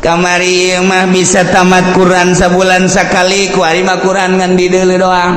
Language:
Sundanese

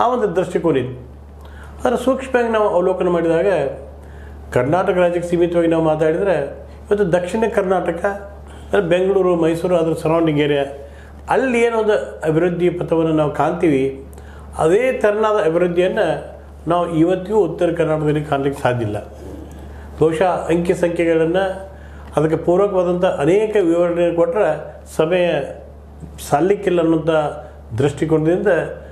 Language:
Kannada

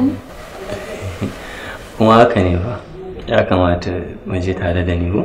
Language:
Hausa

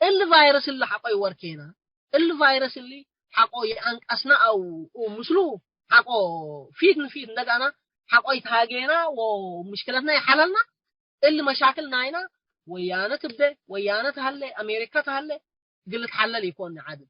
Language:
Tigre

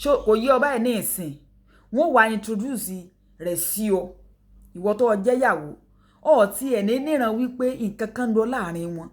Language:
Yoruba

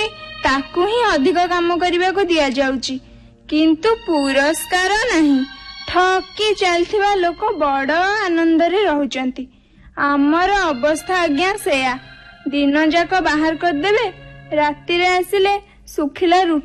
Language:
Odia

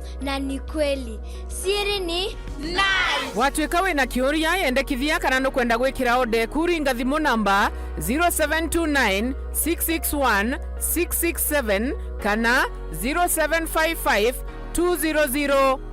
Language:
Meru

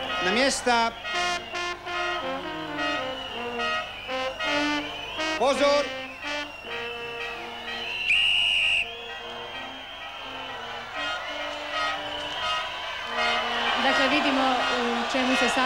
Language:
Croatian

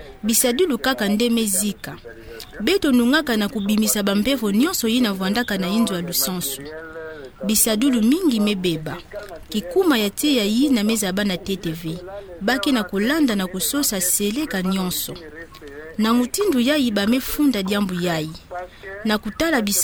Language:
Kituba (Democratic Republic of Congo)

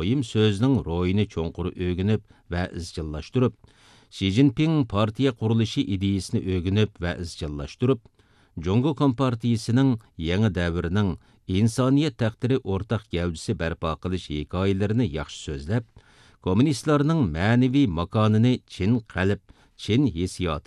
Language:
Uyghur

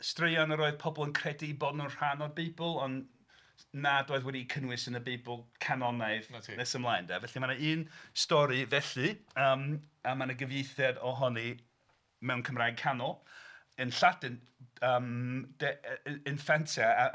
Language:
Welsh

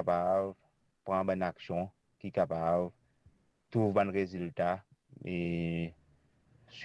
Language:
Morisyen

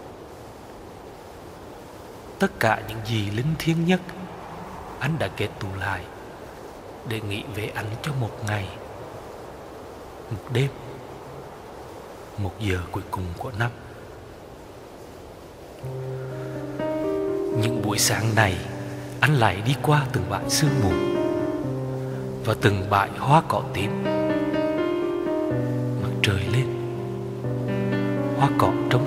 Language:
Vietnamese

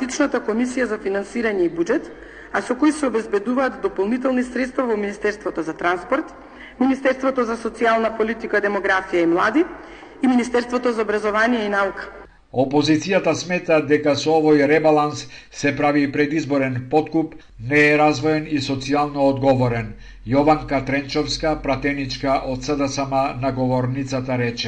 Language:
Macedonian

